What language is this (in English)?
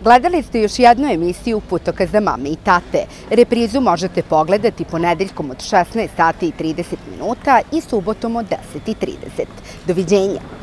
Serbian